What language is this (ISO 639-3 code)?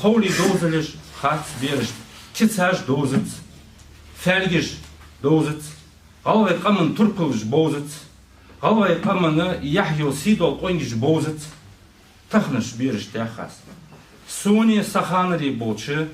inh